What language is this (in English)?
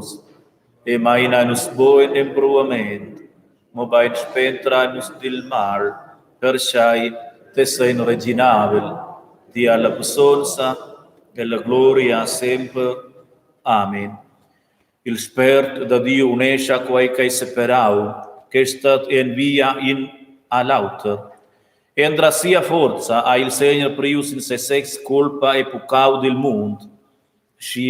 Romansh